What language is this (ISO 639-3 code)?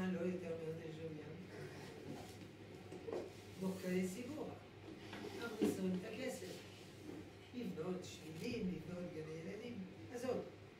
heb